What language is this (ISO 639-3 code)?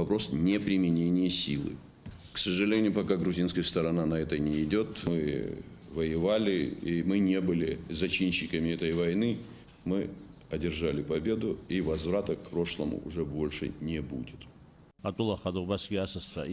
abk